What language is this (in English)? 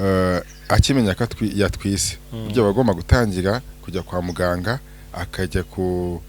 Kinyarwanda